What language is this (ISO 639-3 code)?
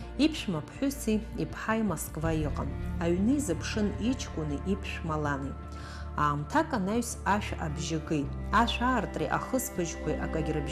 abk